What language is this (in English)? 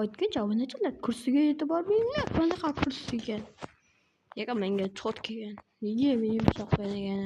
Uzbek